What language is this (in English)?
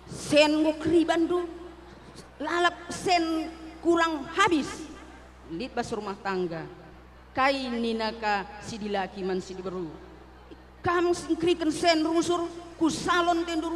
Batak Karo